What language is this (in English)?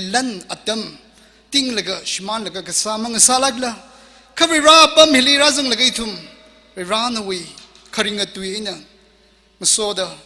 Tangkhul Naga (India)